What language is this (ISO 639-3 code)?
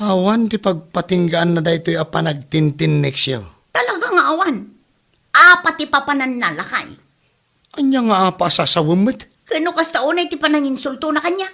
ilo